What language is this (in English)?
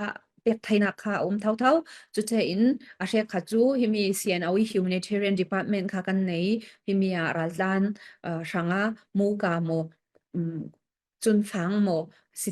Falam Chin